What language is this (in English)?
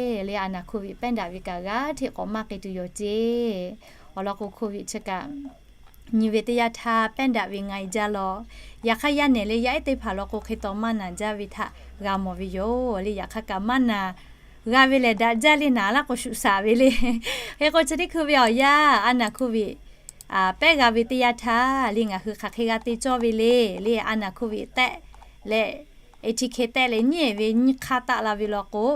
Lahu